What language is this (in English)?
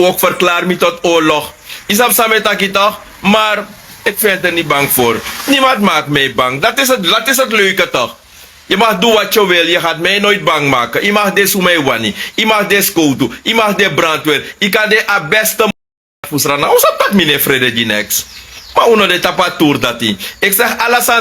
Sranan Tongo